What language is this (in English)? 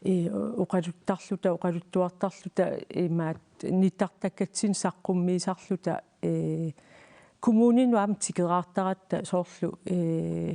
Kalaallisut